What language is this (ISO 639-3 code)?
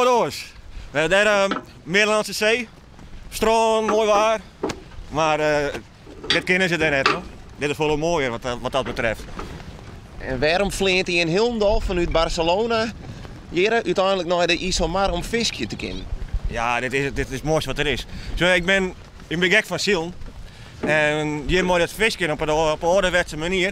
fry